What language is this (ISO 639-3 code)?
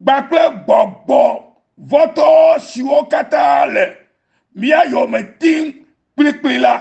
ewe